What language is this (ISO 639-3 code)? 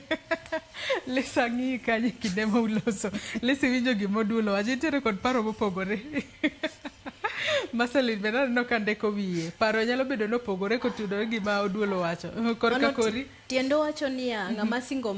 luo